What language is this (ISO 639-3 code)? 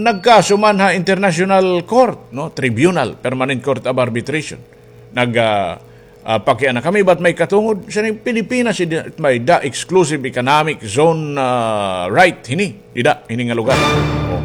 war